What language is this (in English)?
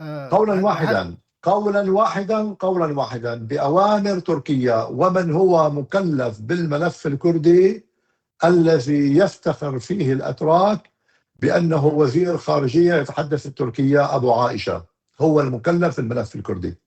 North Levantine Arabic